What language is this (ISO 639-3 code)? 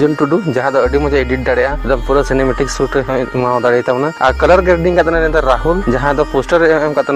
sat